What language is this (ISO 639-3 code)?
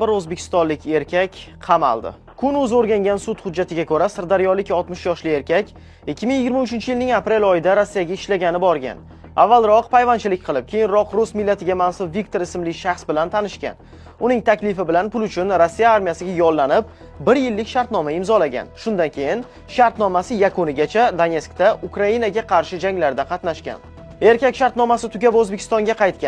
uzb